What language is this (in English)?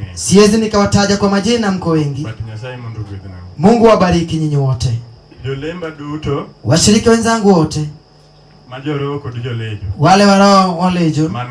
Luo (Kenya and Tanzania)